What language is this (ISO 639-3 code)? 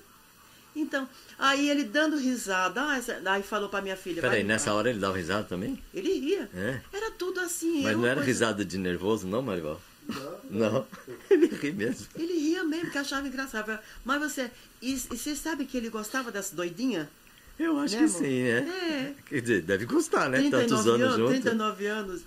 por